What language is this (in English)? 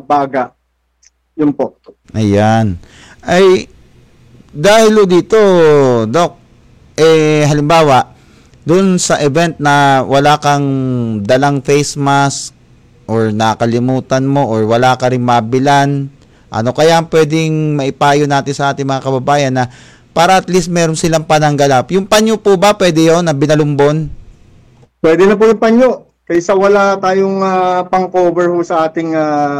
Filipino